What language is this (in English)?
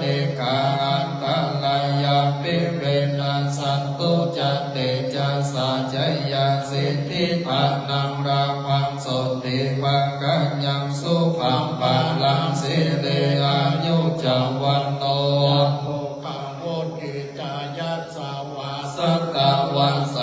Pali